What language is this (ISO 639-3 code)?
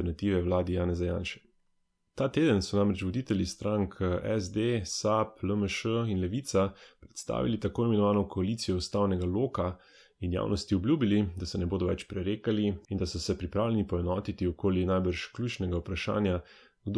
slv